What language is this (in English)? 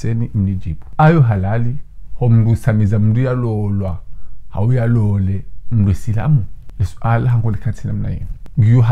Ngazidja Comorian